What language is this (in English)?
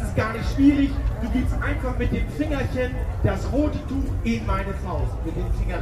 Swiss German